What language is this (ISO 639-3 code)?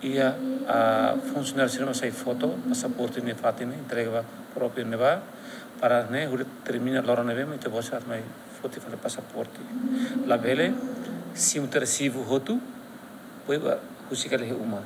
tet